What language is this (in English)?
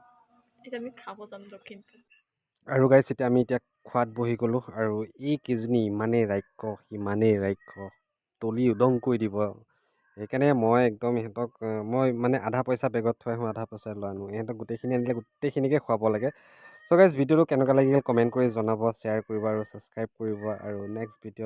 Assamese